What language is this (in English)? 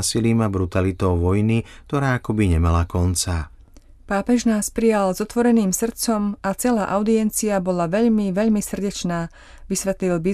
Slovak